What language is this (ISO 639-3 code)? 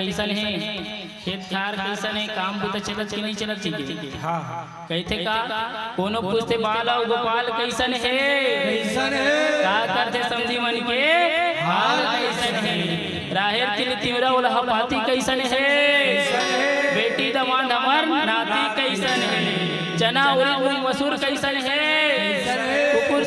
hne